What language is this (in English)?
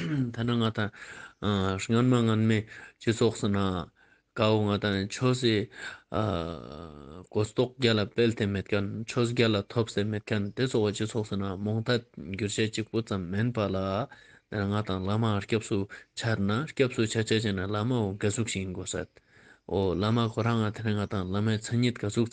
Ladakhi